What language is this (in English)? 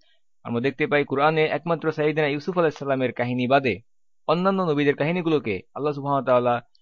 Bangla